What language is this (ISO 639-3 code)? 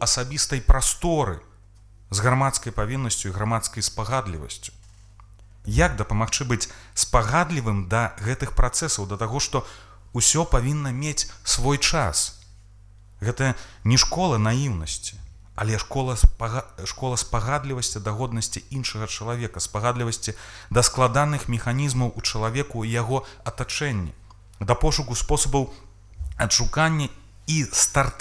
bel